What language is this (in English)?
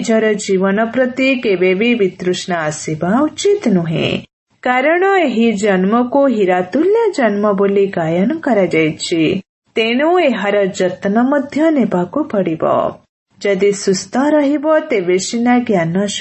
Odia